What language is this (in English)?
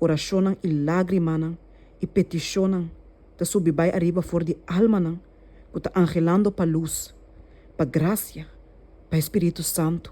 Papiamento